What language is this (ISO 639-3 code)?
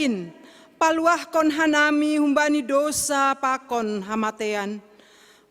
bts